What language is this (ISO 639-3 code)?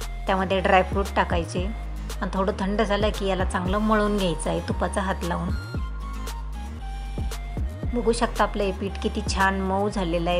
mar